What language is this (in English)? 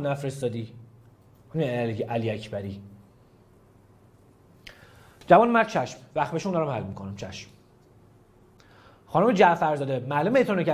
Persian